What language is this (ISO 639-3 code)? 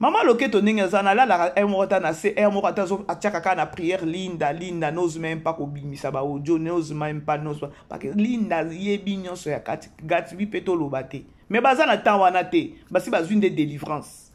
lin